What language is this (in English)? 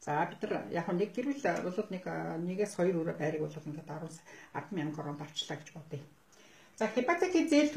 Mongolian